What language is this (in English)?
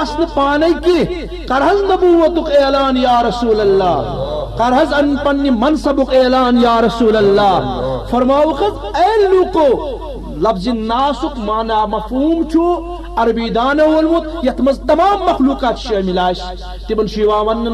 Kashmiri